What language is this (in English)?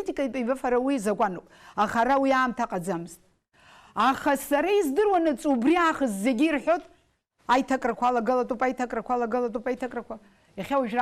Abkhazian